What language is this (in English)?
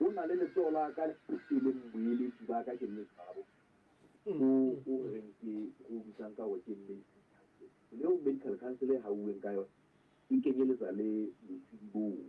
Southern Sotho